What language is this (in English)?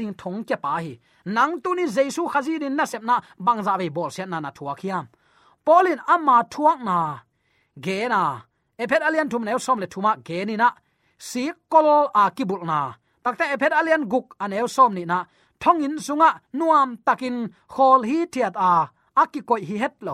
Tedim Chin